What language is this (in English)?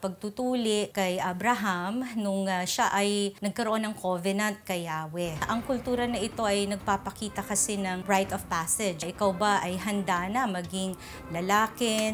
Filipino